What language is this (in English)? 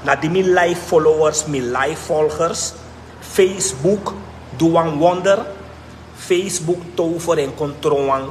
Sranan Tongo